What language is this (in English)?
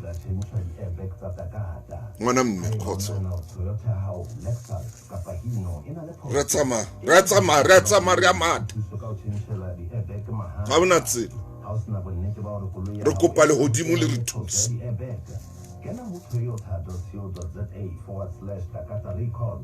Southern Sotho